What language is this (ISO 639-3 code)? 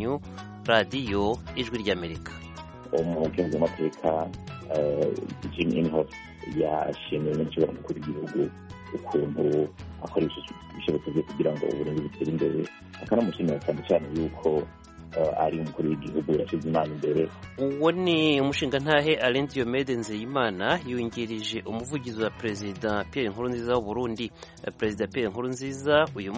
kin